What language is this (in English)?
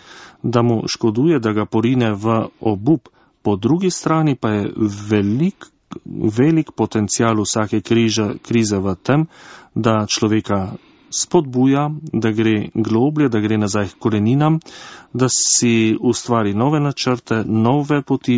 Slovenian